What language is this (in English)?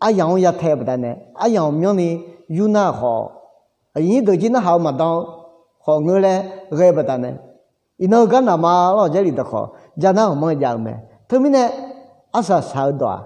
Akha